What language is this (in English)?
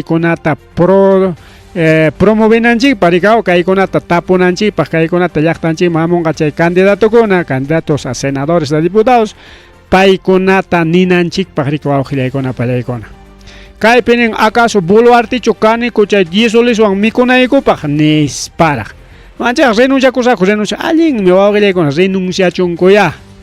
Ayacucho Quechua